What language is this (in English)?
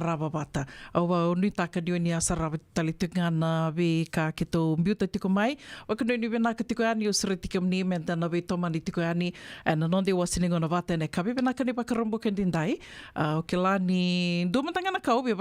Fijian